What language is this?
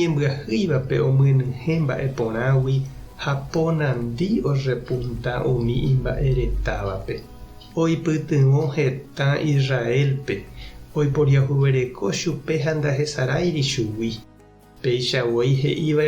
Guarani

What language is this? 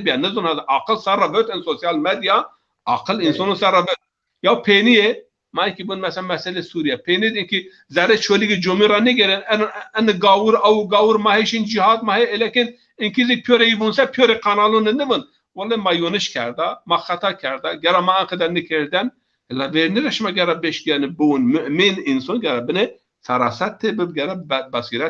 Zaza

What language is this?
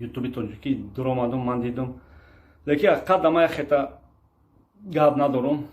Tajik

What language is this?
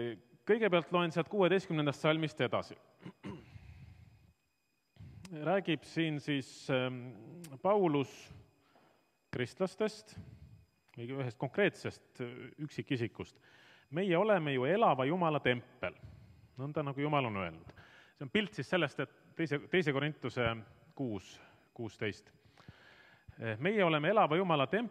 Estonian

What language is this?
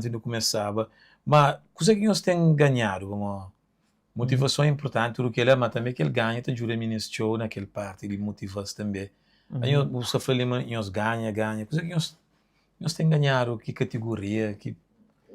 Kabuverdianu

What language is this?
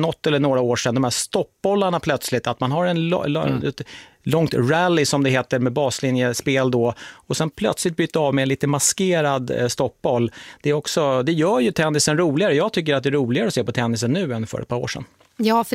Swedish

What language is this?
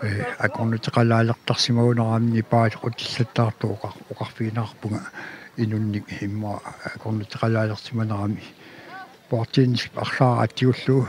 Kalaallisut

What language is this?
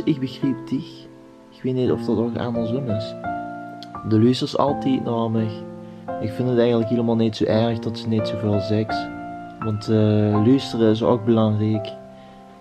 Limburgish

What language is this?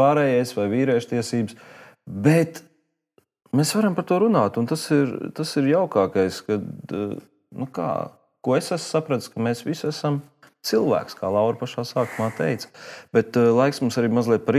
Latvian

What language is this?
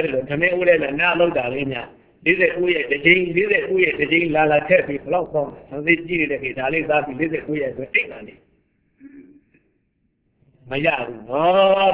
Burmese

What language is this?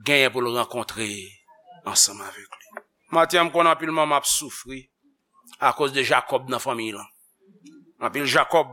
Haitian Creole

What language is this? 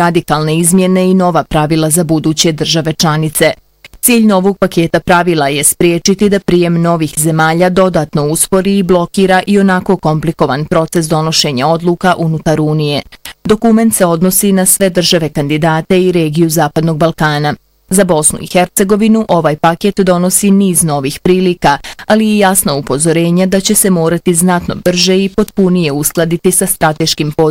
Bosnian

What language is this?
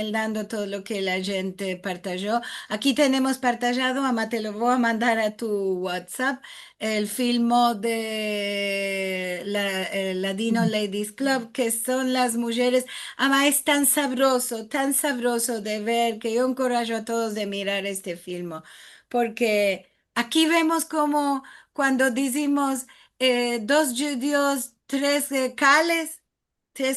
Ladino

